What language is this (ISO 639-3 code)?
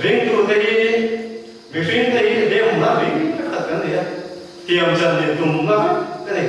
lus